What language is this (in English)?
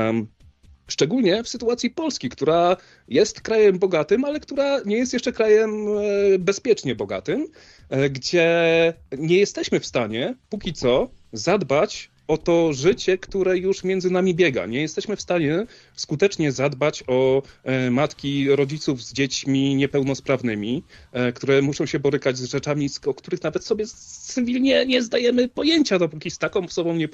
Polish